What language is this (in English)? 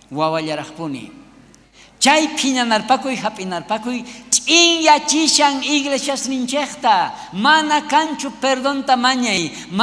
South Bolivian Quechua